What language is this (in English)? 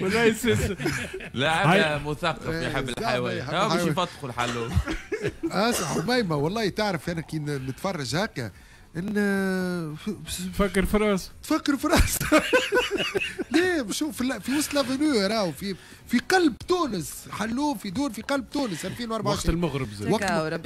Tunisian Arabic